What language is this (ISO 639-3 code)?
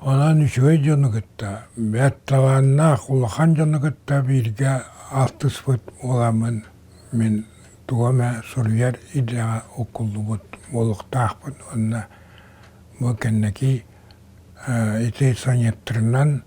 sah